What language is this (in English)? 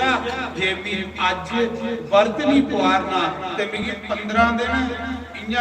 Dogri